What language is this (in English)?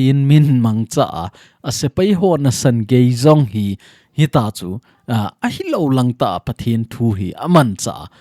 Thado Chin